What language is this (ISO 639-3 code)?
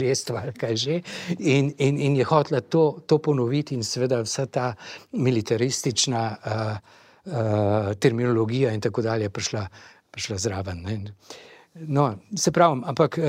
slv